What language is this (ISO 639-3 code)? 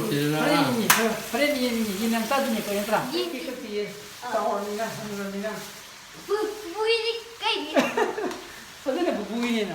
mni